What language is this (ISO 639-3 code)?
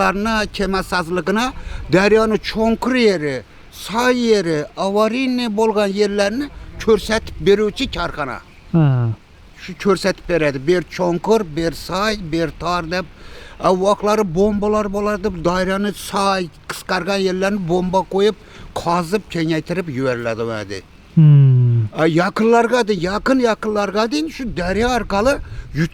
uzb